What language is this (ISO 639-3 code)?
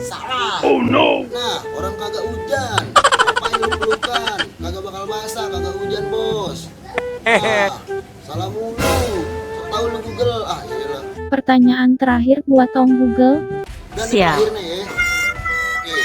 bew